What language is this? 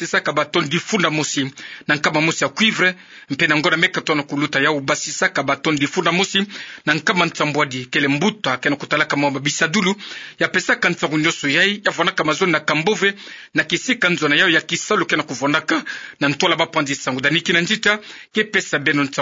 Kituba (Democratic Republic of Congo)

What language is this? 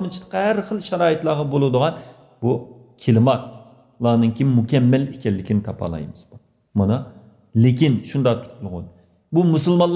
Uyghur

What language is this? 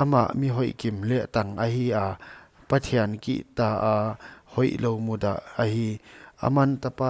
Paite Chin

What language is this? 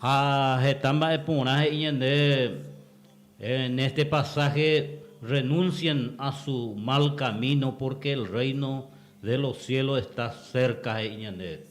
Guarani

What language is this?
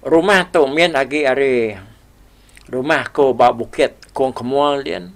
Iban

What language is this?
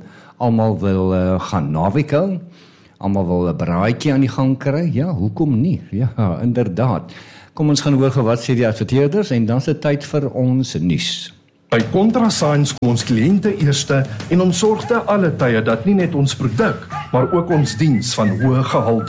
Afrikaans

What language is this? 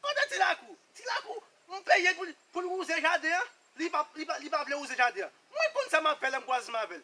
Haitian Creole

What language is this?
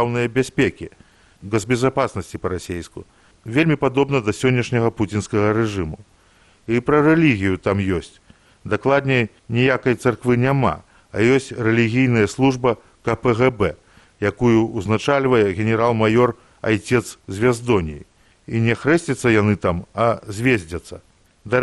Belarusian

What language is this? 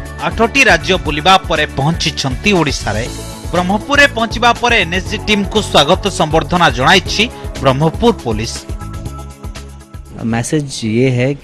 Odia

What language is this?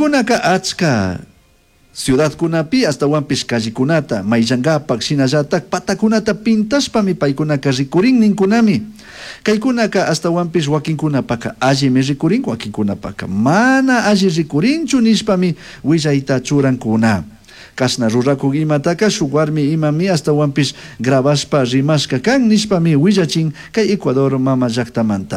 Chimborazo Highland Quichua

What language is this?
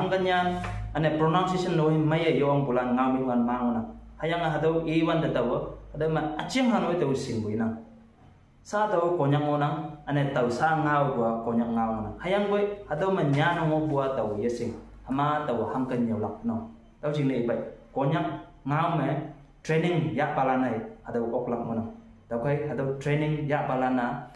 Konyak Naga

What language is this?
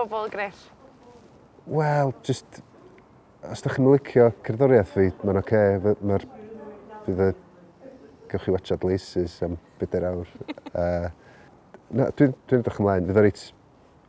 Welsh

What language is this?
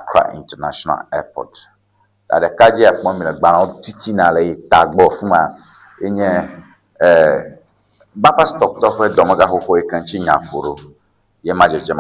Ewe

